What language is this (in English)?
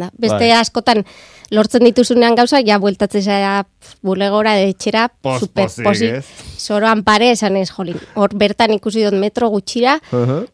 Basque